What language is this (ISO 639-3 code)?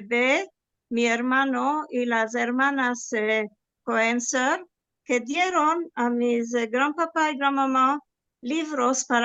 lad